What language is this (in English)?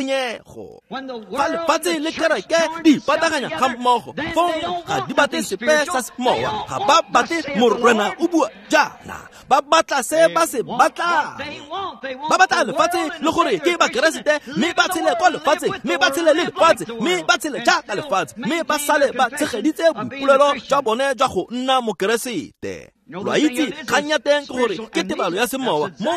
Tswana